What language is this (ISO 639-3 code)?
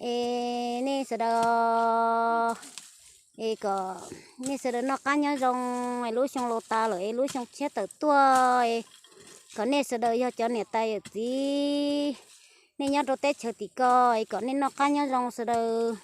hmn